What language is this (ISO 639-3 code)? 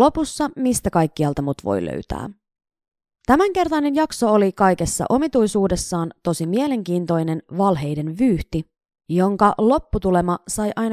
fin